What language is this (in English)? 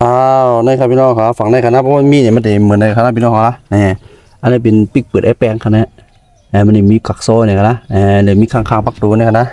Shan